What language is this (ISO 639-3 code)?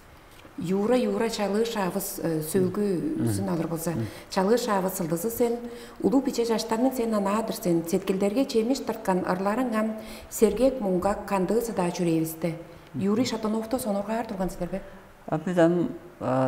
tyv